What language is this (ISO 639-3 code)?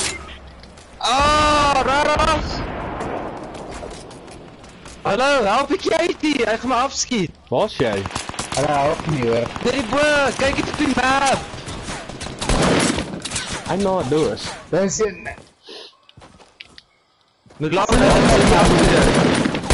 afr